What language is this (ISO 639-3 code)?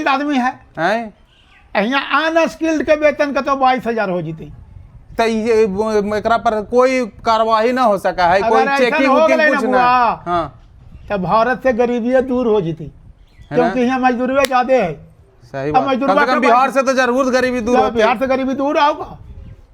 mag